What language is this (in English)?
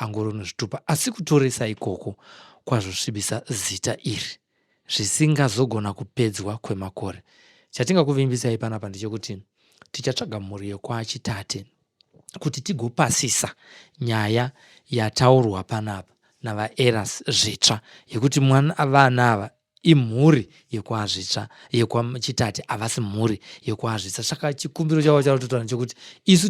Shona